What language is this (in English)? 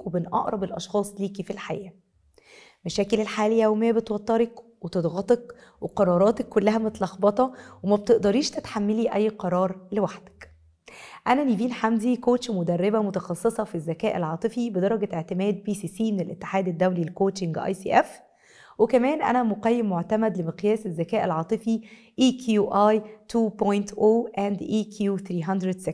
Egyptian Arabic